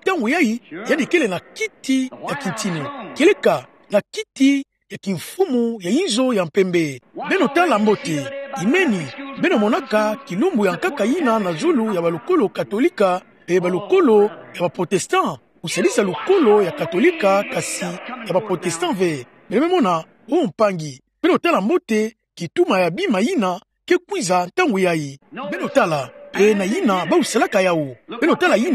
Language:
Kituba (Democratic Republic of Congo)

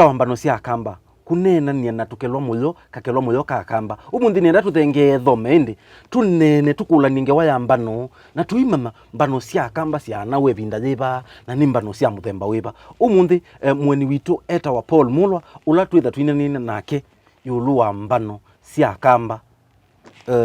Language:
Kamba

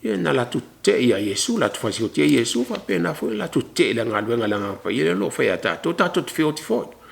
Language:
Samoan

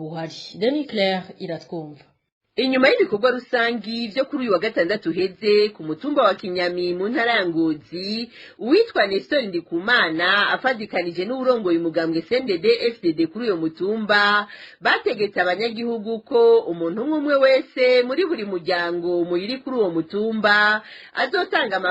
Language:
Rundi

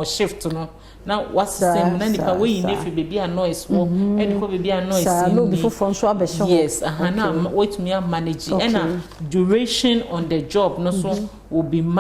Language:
Akan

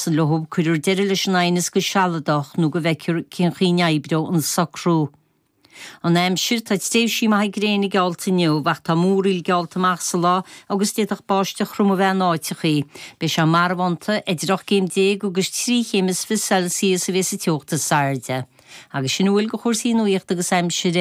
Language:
Irish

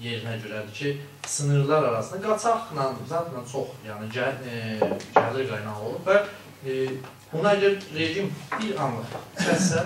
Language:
South Azerbaijani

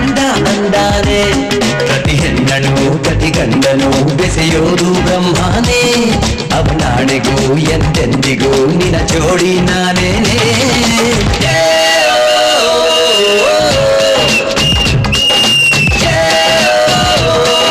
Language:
Kannada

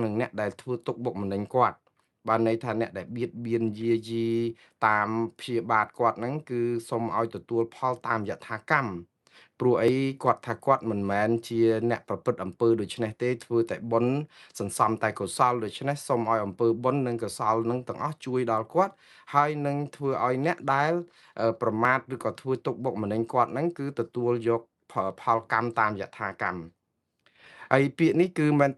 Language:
Khmer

